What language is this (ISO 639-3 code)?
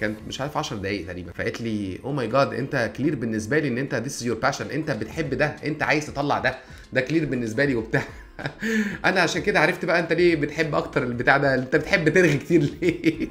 arz